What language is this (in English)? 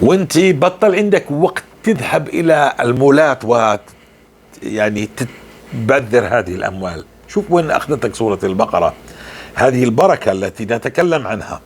North Levantine Arabic